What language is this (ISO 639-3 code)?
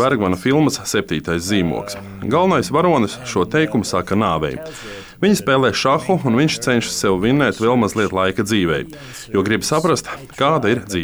lav